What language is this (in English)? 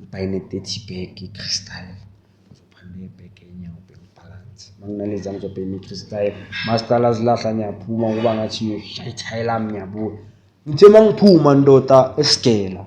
Zulu